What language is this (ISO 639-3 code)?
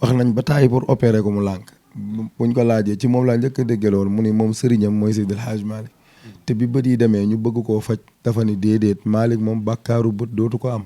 wol